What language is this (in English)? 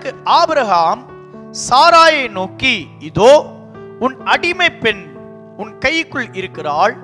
Tamil